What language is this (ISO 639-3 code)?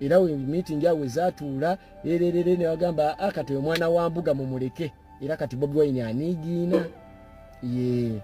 lug